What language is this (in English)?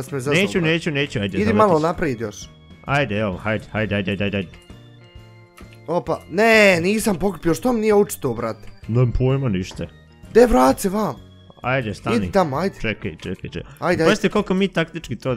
Bosnian